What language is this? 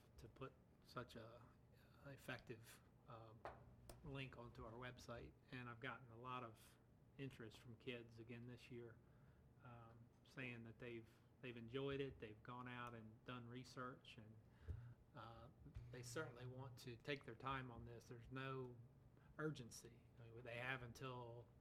English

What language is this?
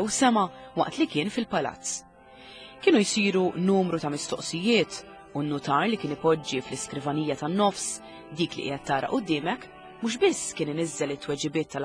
Maltese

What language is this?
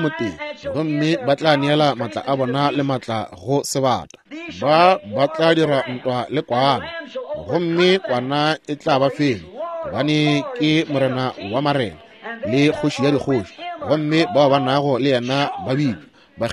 Northern Sotho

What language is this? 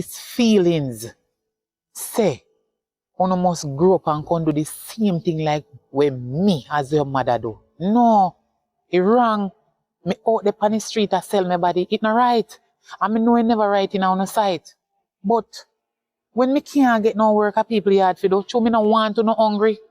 Jamaican Creole English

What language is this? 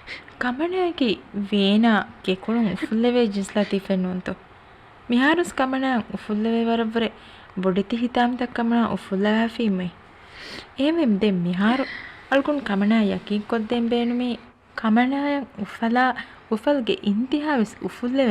Divehi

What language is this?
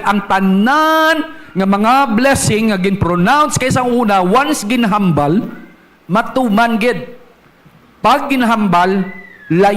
Hiligaynon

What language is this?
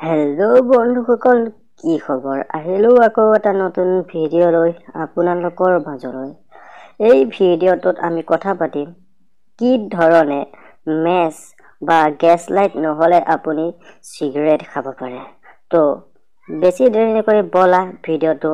Assamese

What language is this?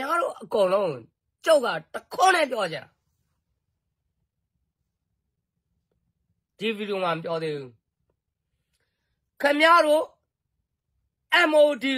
Burmese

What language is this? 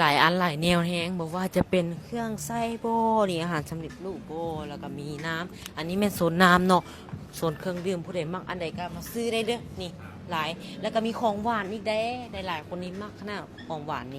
Lao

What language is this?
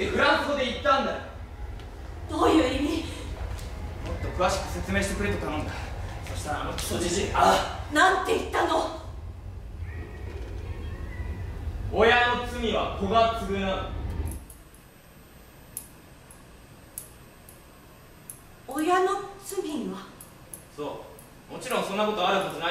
Japanese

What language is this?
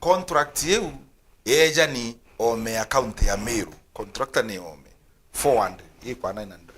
Meru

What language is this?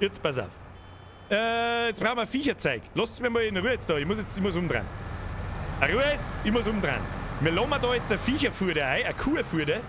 Bavarian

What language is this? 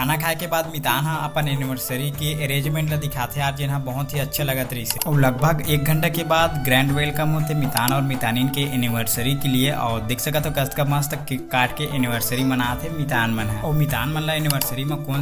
Chhattisgarhi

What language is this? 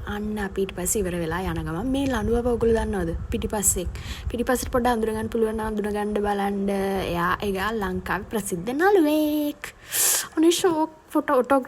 Sinhala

